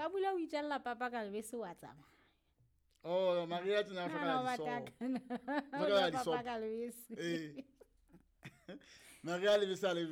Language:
Southern Sotho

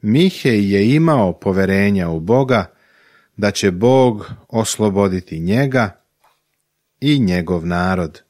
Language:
Serbian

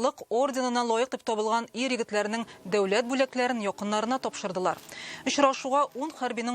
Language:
Tatar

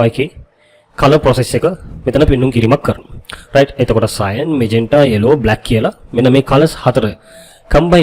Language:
Sinhala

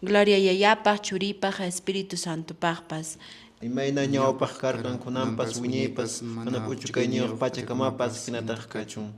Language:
Quechua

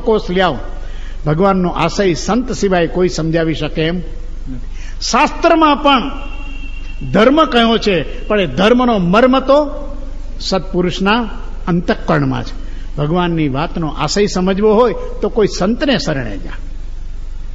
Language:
Gujarati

